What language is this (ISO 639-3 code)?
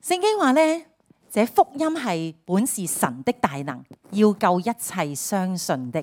yue